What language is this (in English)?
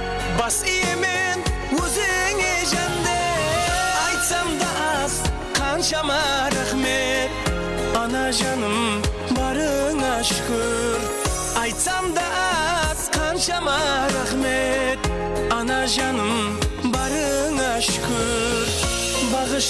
Kara-Kalpak